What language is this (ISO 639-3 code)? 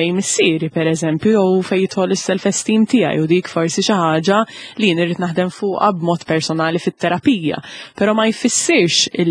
mlt